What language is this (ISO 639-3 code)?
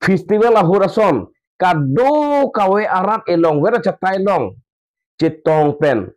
mjw